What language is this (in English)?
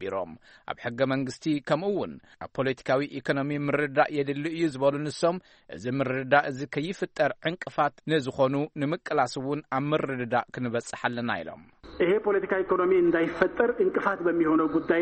Tigrinya